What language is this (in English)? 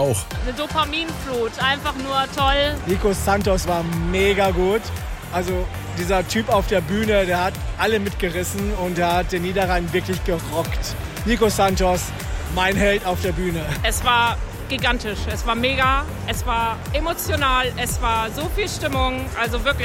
German